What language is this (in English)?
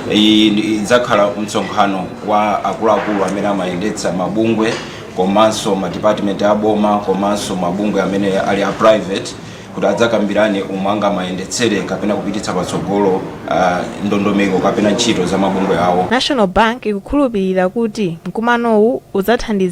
Nyanja